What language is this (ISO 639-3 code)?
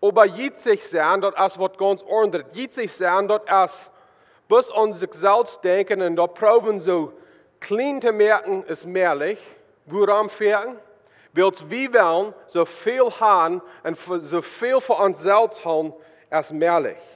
pdt